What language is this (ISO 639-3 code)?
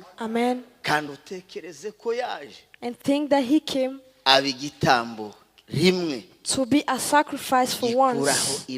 kin